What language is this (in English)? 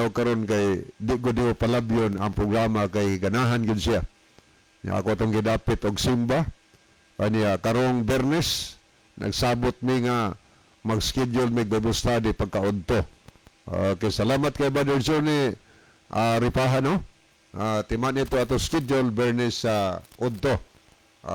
Cebuano